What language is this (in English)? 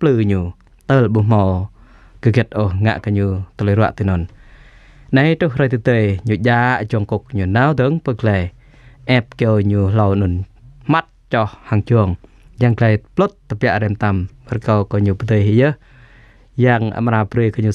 Jarai